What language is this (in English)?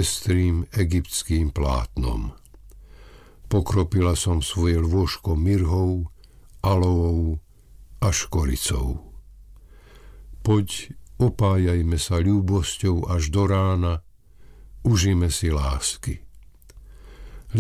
Slovak